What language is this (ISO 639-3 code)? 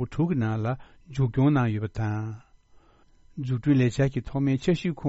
bod